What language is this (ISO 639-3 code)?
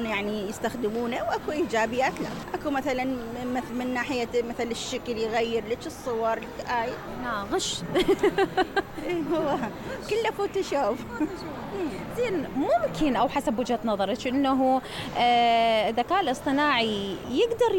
acm